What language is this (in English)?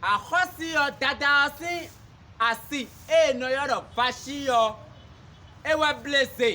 Fon